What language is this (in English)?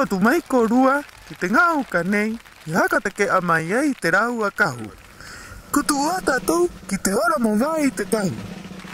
Rapanui